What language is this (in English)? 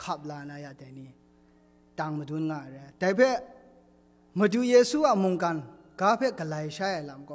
Kachin